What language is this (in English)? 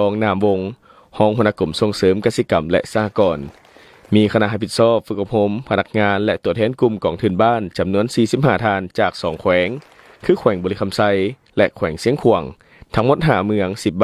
Lao